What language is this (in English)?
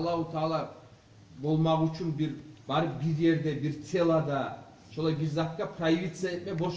Kumyk